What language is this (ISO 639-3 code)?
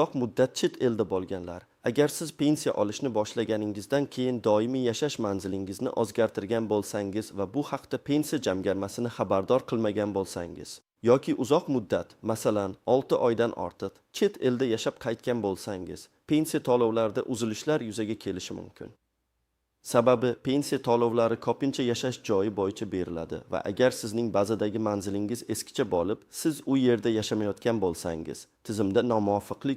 uzb